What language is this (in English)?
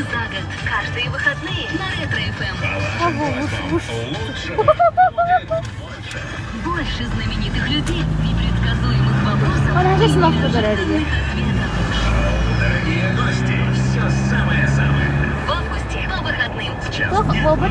Yakut